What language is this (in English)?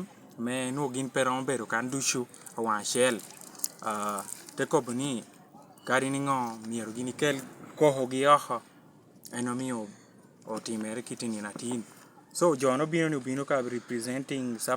Lango (Uganda)